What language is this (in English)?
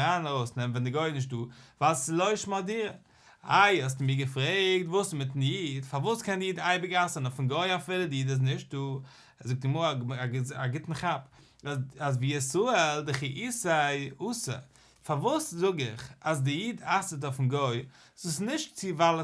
Yiddish